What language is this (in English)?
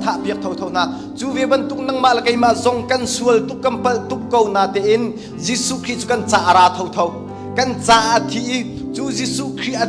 Hakha Chin